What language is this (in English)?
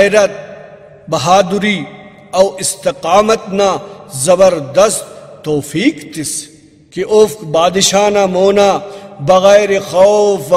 Brahui